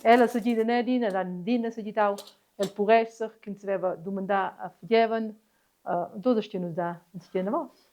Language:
Romansh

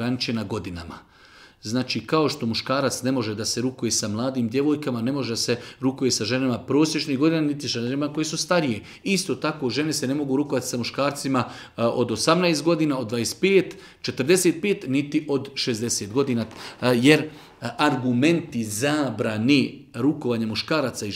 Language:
Bosnian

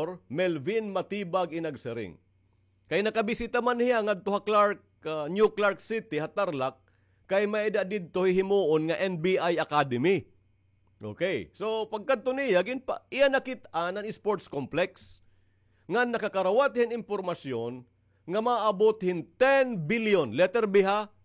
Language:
Waray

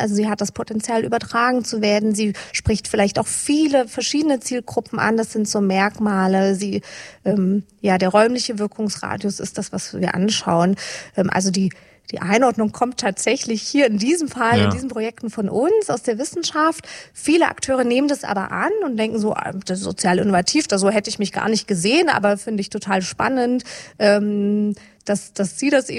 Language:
German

